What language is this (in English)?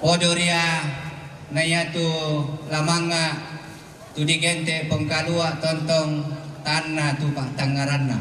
Toraja-Sa'dan